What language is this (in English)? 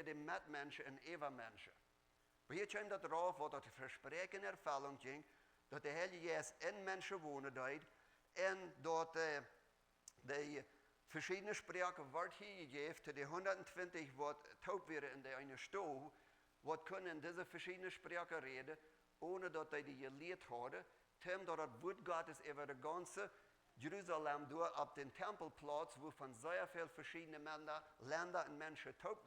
Plautdietsch